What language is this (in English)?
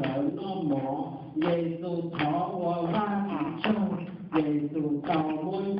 Hmong